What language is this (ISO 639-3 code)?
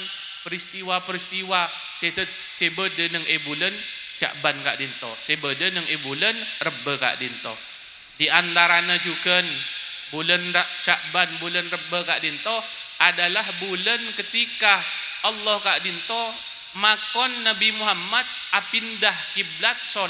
mad